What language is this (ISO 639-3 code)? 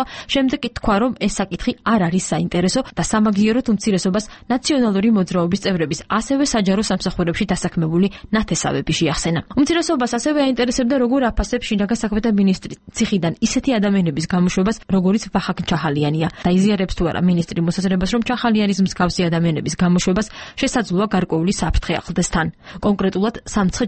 kat